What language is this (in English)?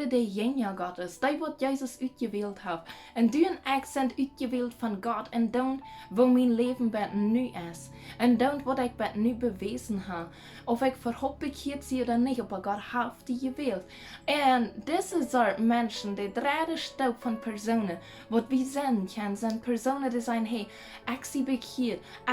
Plautdietsch